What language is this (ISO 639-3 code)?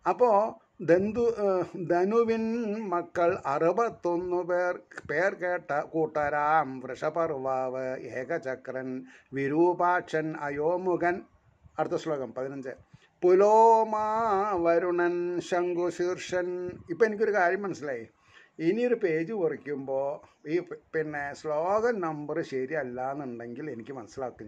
mal